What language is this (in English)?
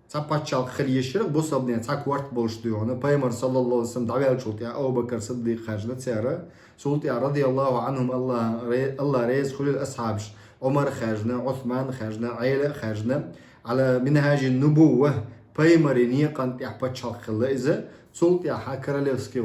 Chechen